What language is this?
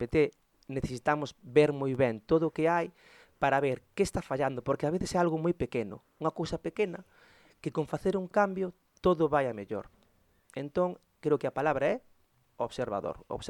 Galician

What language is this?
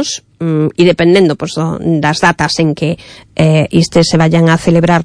Galician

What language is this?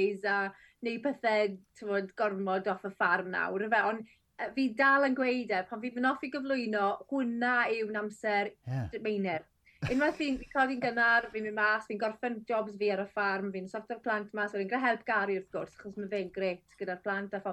Welsh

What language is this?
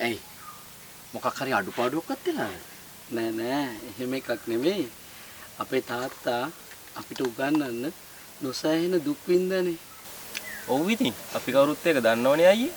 Sinhala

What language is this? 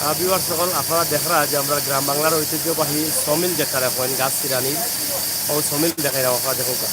Sylheti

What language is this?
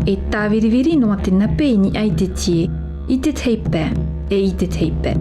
Tahitian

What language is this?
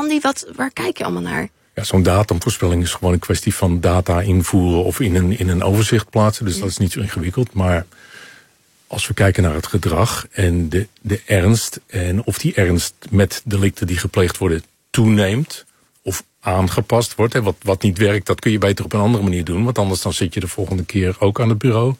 Dutch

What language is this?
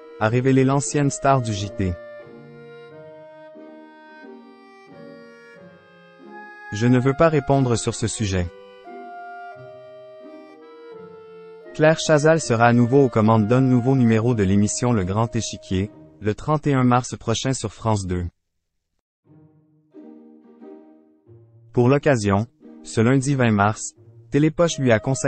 French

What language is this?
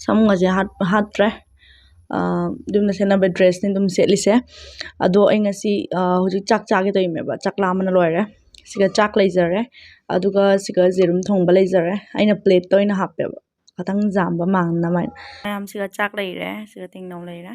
Manipuri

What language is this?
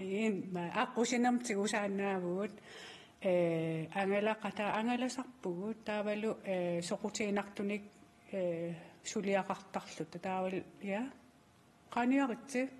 Kalaallisut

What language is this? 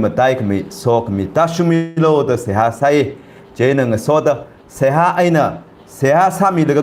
Tangkhul Naga (India)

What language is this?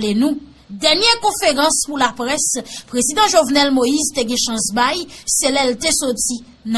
Haitian Creole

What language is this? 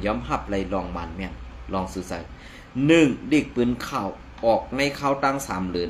Shan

